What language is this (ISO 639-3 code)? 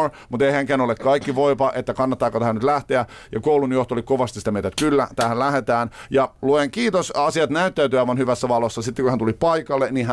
fin